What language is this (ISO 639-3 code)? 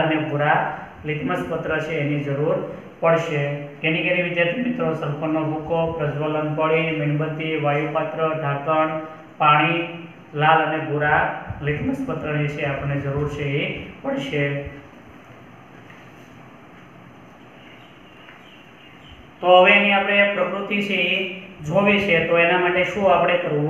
guj